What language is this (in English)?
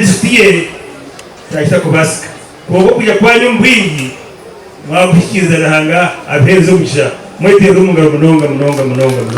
Nyankole